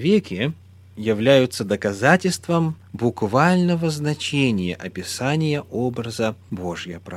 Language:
Russian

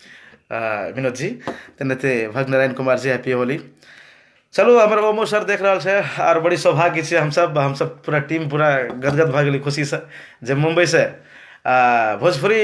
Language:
Maithili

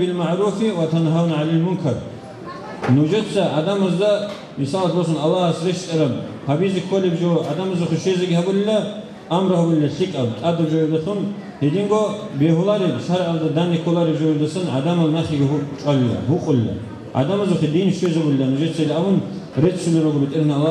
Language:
Avaric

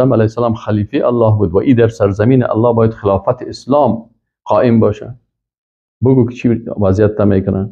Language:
Persian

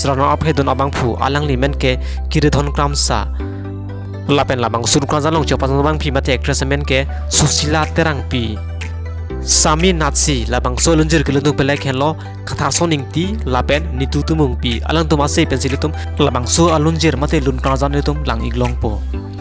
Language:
Karbi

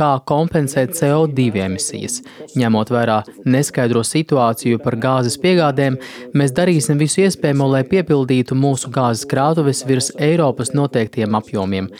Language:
Latvian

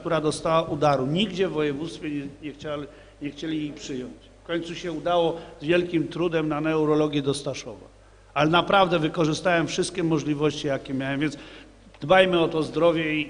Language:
Polish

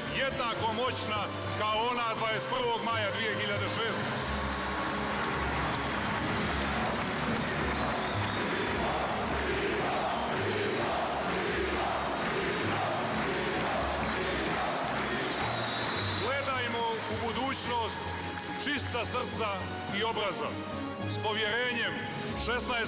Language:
Serbian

